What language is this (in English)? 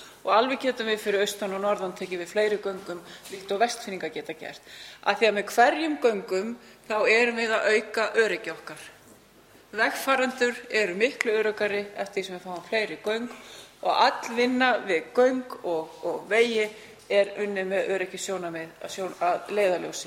Icelandic